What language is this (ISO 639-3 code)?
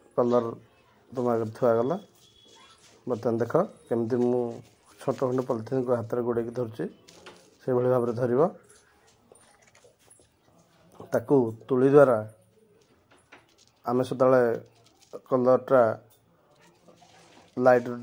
ori